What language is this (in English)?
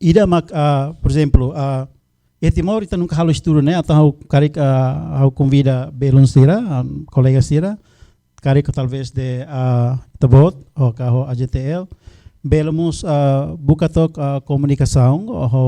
Tetum